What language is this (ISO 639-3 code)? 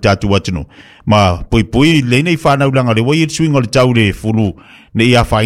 smo